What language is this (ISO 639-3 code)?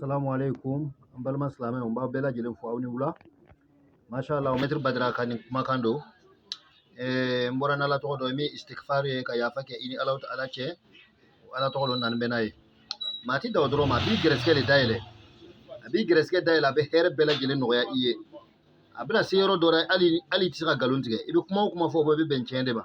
bam